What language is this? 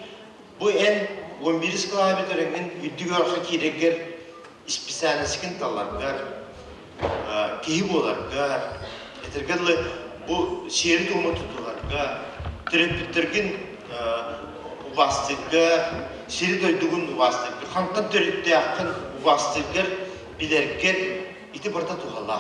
Yakut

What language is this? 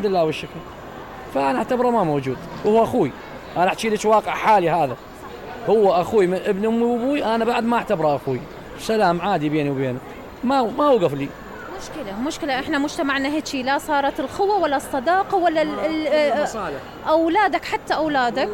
Mesopotamian Arabic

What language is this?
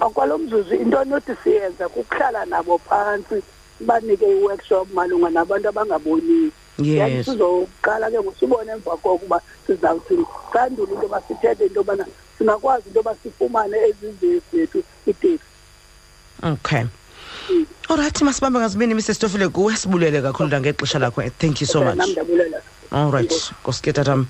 Xhosa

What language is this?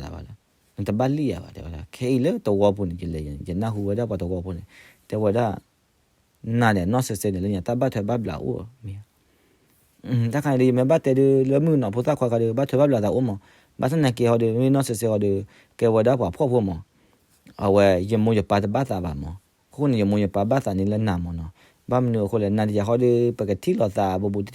S'gaw Karen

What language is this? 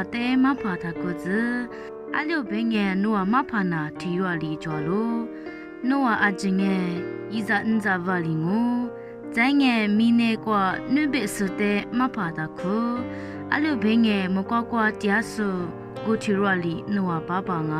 Lisu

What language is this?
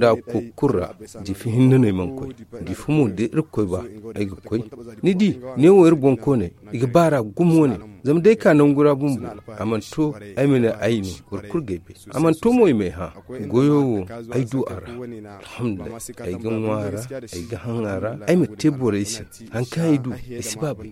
Zarma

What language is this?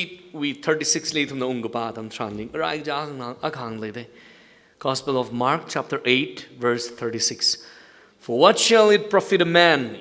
Tangkhul Naga (India)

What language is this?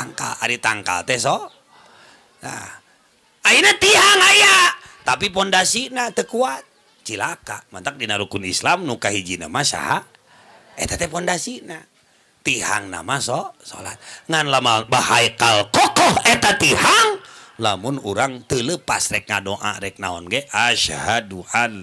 Sundanese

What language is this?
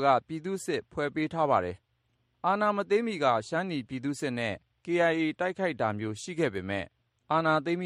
Burmese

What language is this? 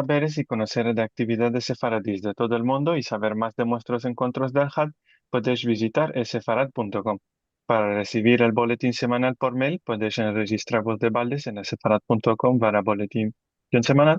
Ladino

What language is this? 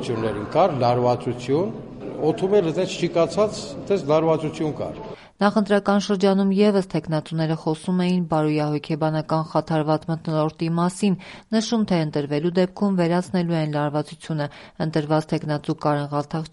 Armenian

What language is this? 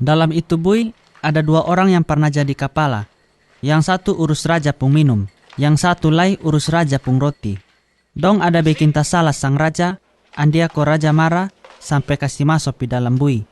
Kupang Malay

